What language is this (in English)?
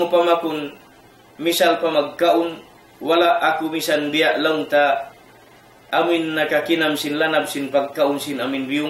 Tausug